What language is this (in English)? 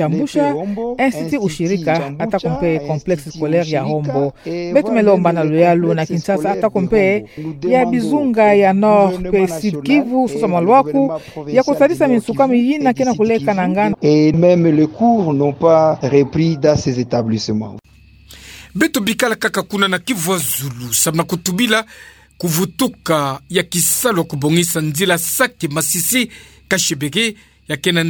Kituba (Democratic Republic of Congo)